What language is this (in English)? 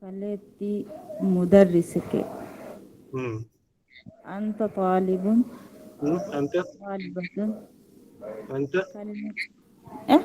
Divehi